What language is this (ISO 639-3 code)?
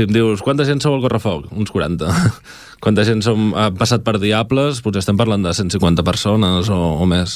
cat